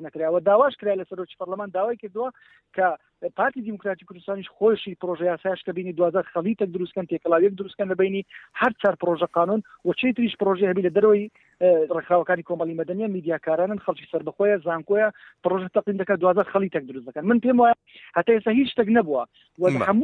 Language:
Central Kurdish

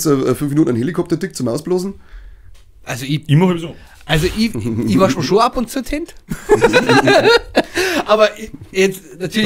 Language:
Bavarian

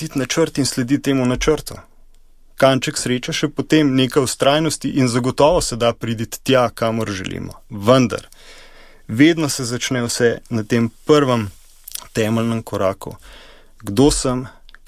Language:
Slovenian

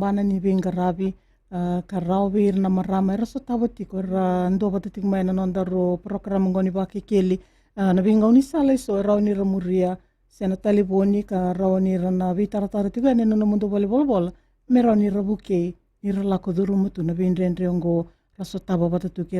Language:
Fijian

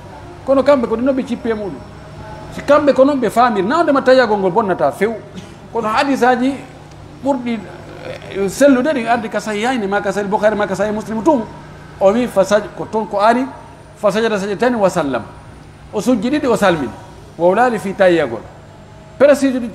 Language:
Pular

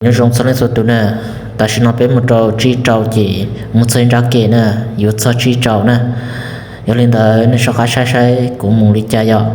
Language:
Hmong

